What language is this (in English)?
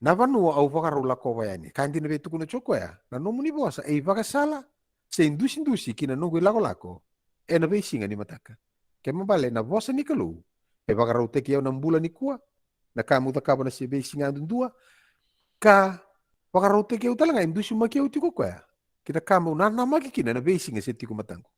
Fijian